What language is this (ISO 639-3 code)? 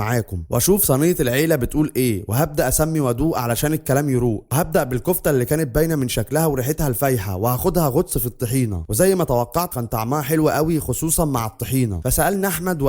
arz